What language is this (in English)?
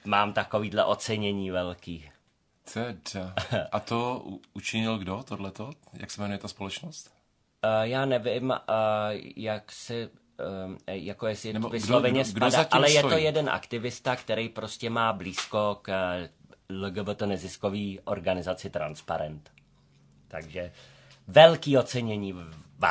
Czech